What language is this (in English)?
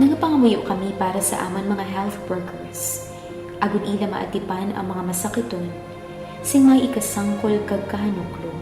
Hiligaynon